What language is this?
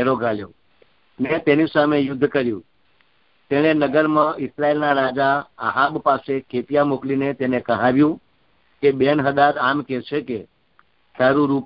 Gujarati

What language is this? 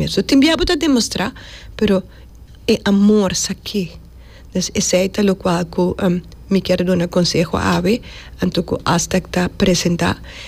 Papiamento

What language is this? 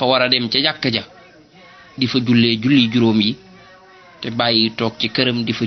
Wolof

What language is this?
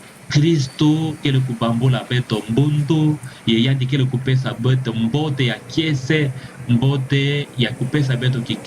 Kituba (Democratic Republic of Congo)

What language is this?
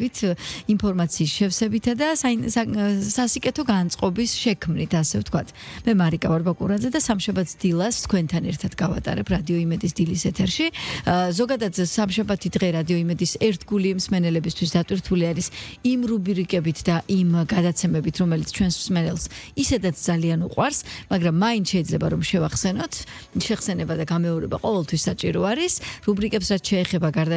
Georgian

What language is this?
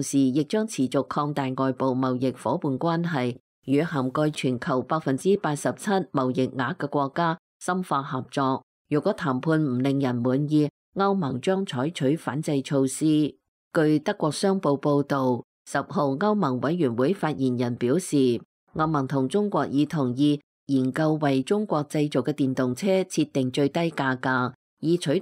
Cantonese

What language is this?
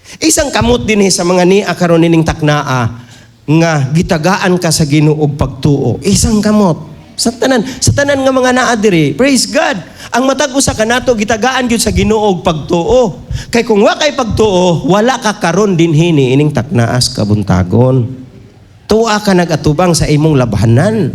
Cebuano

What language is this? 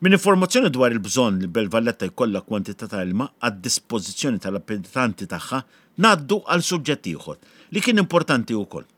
Maltese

